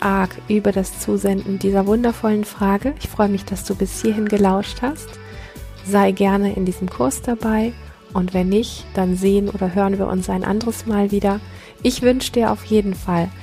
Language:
German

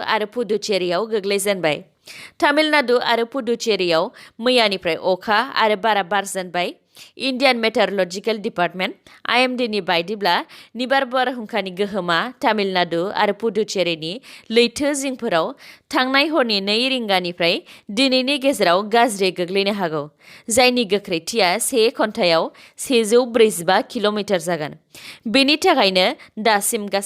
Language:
Bodo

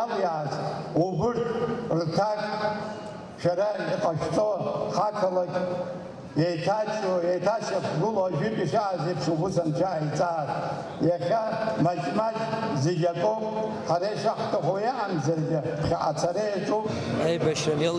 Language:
Abkhazian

